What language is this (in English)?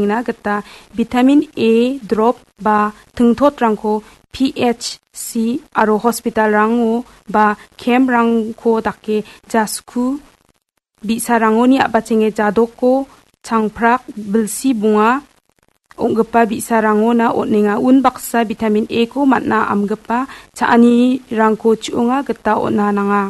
Garo